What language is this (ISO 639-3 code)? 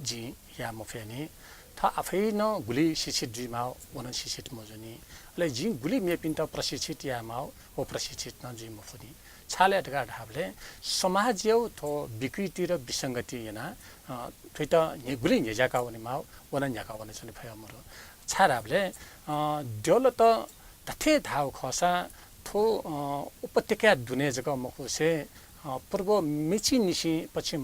new